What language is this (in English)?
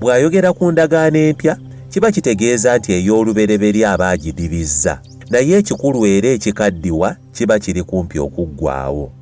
Ganda